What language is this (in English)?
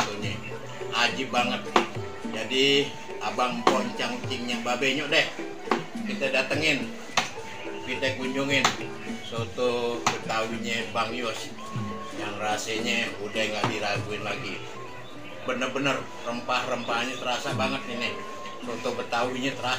Betawi